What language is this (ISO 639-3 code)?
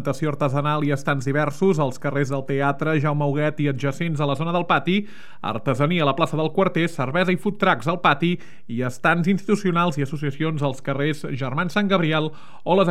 cat